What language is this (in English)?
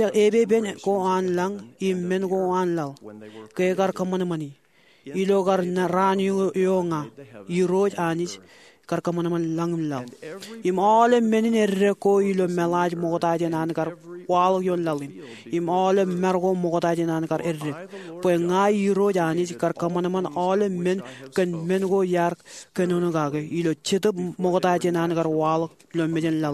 Marshallese